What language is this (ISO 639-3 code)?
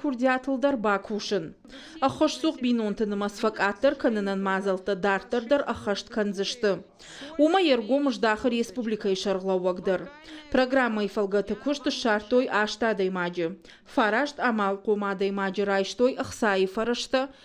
oss